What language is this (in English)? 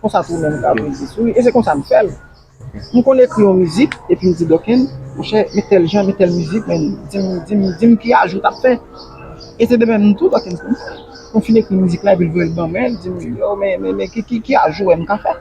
Haitian Creole